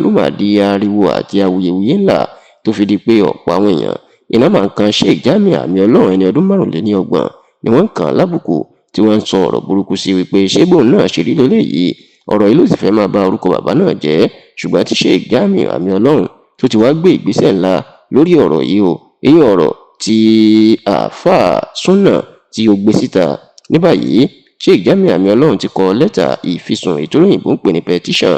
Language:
Yoruba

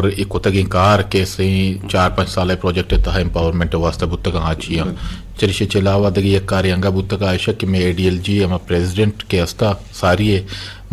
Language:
Eastern Balochi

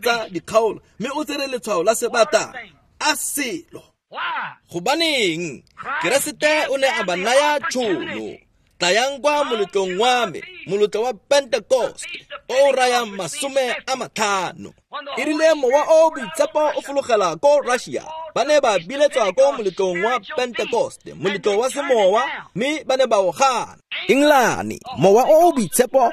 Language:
Tswana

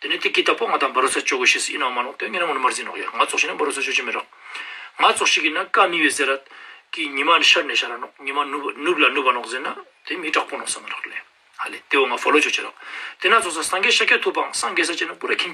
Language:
Ladakhi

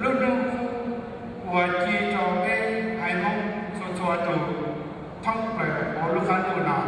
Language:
Hmong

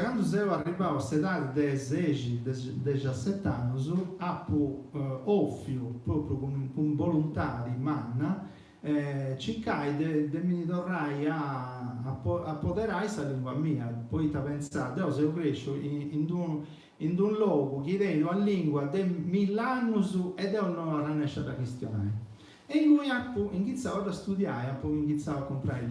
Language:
Sardinian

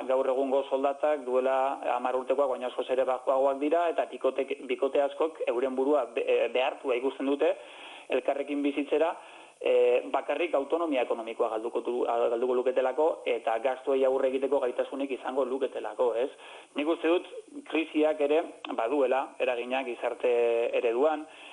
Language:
Basque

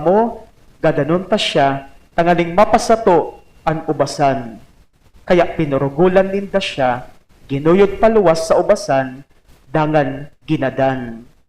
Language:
Bikol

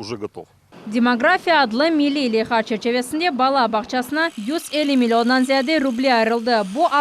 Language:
Crimean Tatar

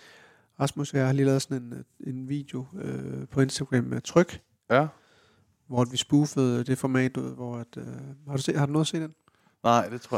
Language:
Danish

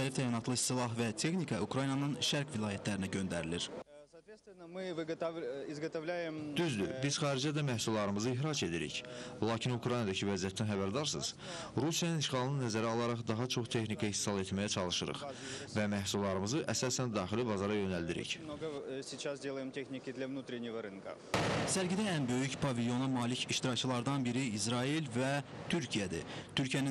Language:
Azerbaijani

